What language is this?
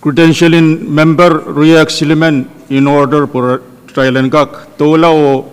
Pohnpeian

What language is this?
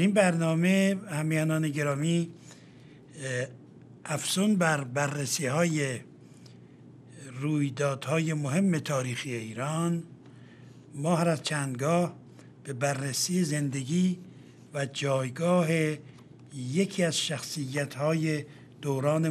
Persian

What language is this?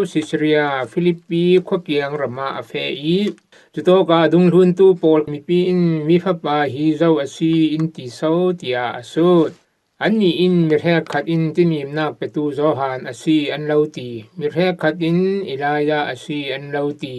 Falam Chin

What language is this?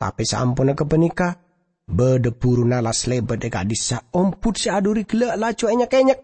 Madurese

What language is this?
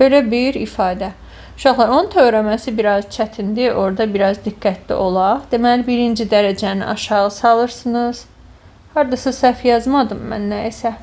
Azerbaijani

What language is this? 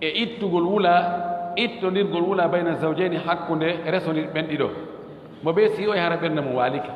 Fula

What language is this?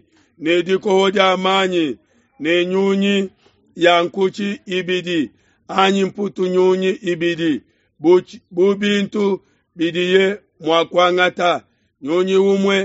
Luba-Lulua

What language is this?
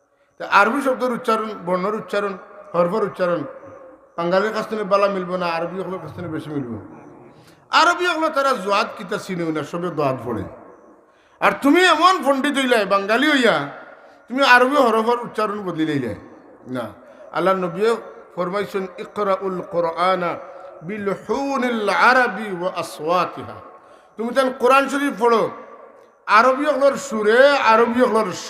Sylheti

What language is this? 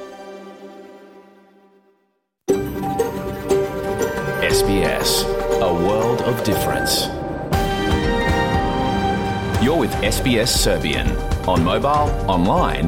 Serbian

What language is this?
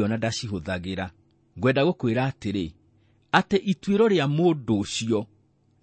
Kikuyu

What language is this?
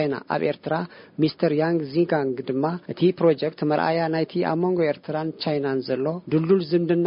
Tigrinya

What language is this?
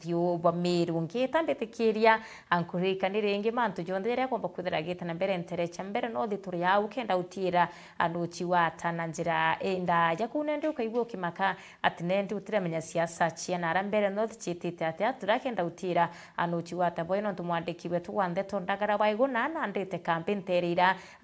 Meru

